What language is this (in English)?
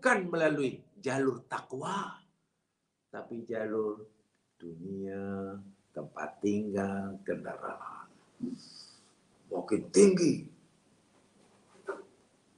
Malay